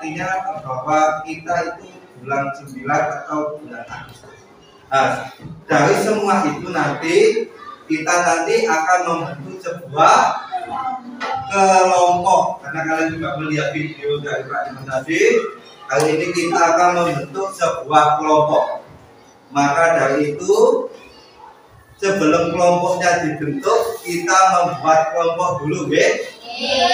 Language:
Indonesian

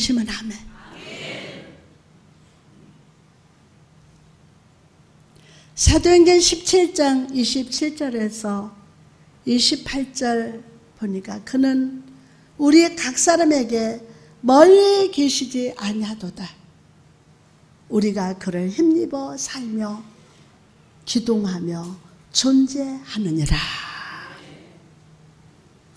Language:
Korean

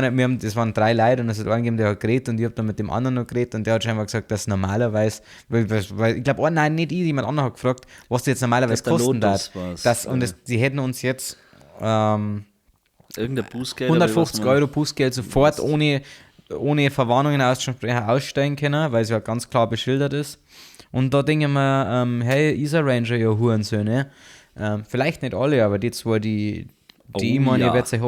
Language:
Bavarian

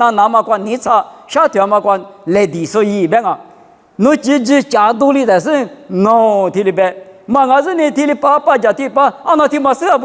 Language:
Lisu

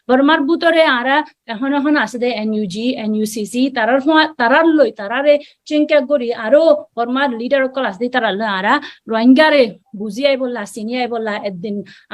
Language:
Rohingya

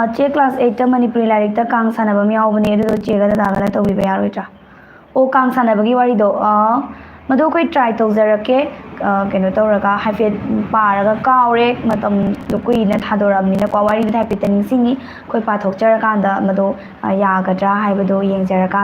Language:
Manipuri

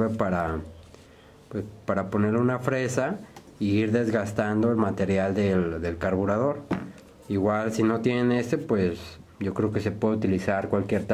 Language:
Spanish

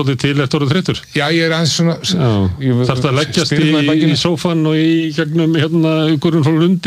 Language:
Icelandic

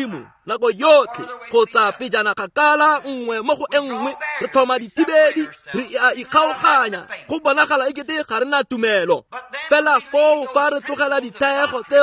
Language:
Tswana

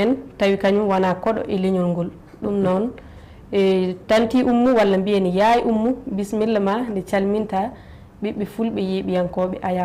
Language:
Fula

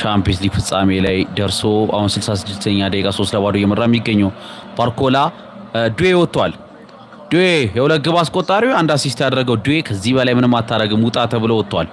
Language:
Amharic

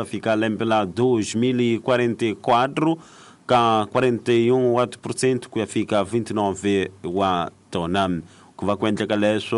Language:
Tsonga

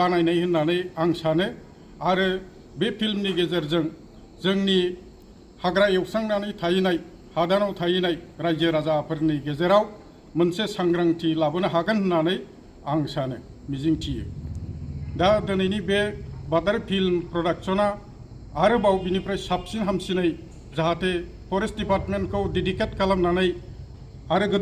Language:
Bodo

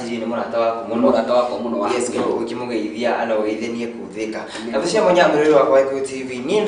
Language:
Kikuyu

